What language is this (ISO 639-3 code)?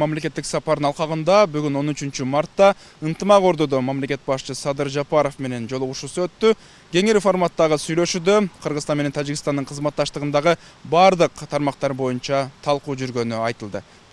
kir